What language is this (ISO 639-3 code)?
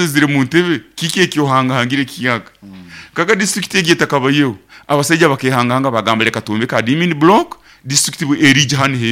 nyn